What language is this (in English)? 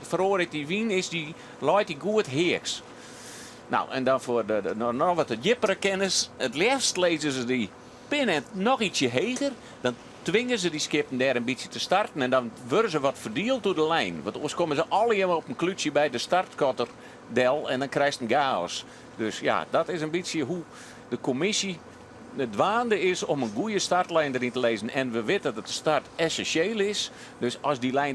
Western Frisian